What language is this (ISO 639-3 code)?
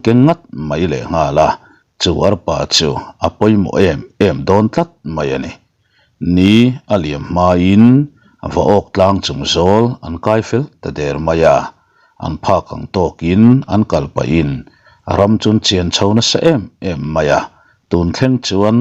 lus